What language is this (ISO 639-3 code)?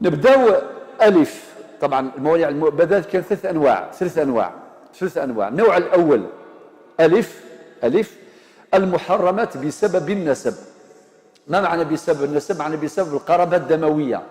arq